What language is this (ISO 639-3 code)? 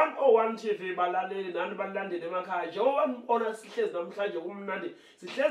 zul